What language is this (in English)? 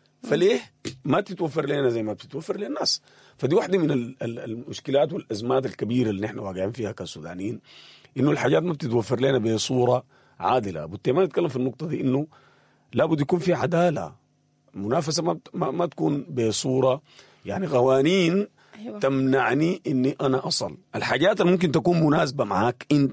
Sudanese Arabic